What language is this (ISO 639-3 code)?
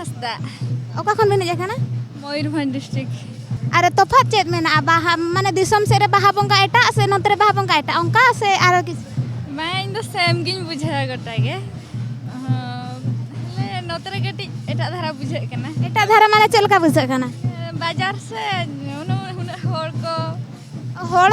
sat